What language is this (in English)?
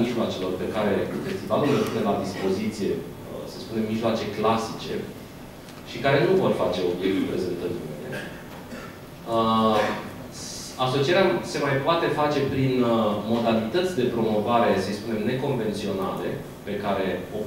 Romanian